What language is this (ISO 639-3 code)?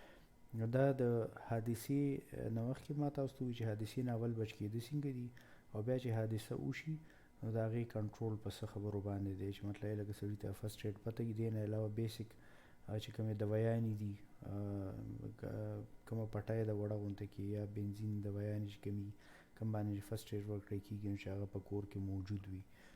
pus